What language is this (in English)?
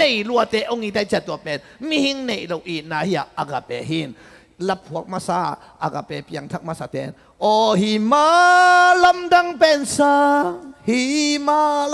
Tedim Chin